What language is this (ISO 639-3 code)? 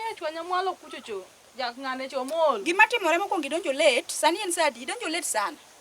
luo